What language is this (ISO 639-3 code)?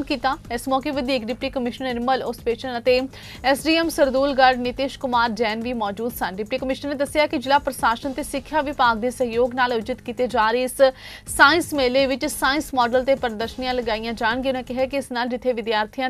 pan